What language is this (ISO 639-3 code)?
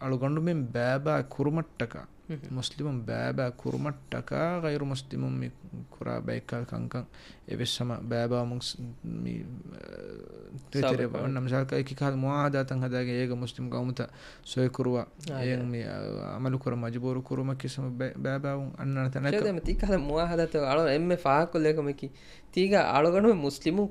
div